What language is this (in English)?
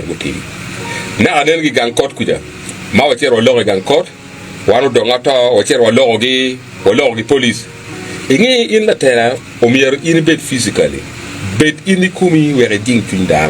Acoli